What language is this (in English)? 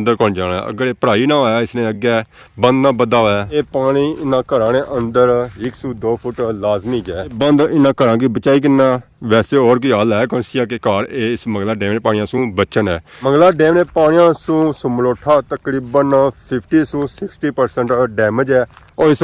Pahari-Potwari